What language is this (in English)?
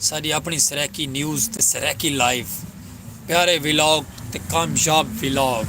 Saraiki